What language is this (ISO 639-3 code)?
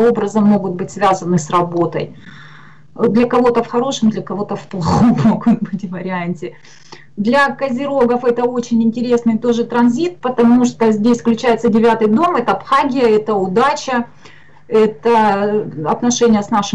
rus